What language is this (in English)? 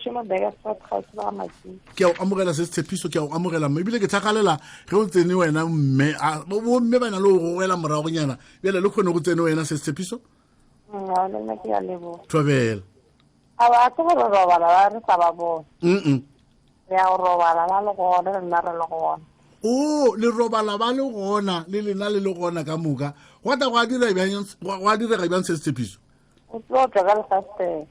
Northern Sotho